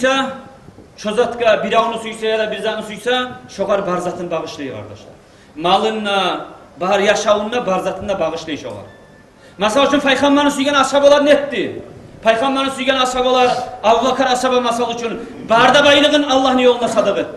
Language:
Kumyk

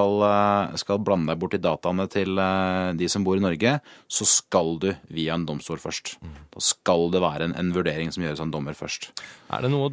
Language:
Norwegian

